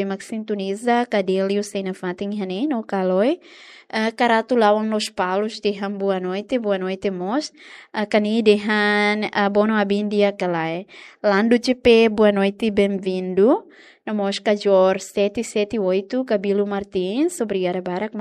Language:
Tetum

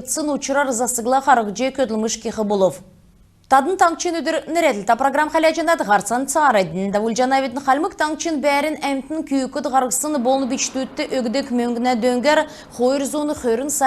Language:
Kalmyk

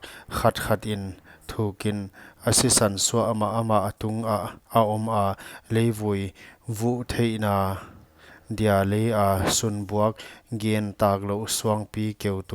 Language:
Paite Chin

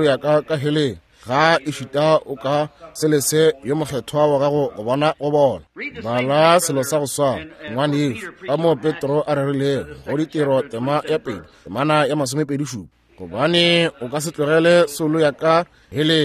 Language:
Northern Sotho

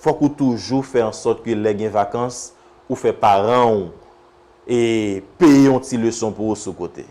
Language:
Haitian Creole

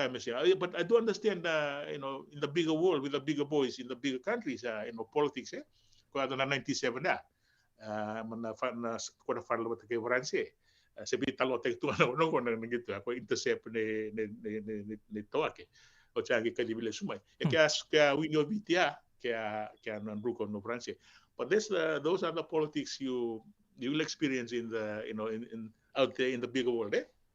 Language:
Fijian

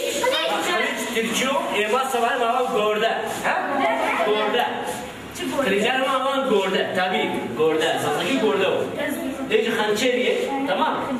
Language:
Zaza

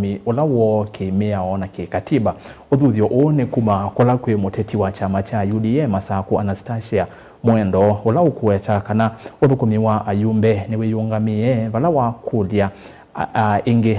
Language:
Kamba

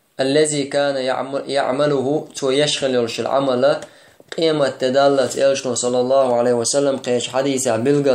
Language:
Chechen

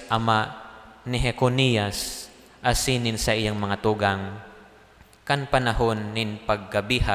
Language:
Bikol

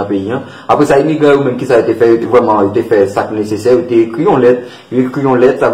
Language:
Haitian Creole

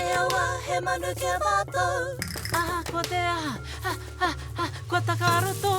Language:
Māori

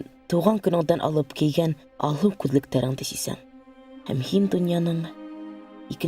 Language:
Bashkir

